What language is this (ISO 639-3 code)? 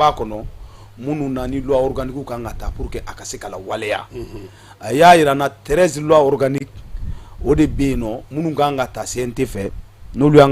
bam